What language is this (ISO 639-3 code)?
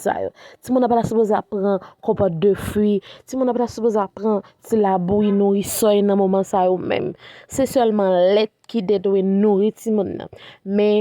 hat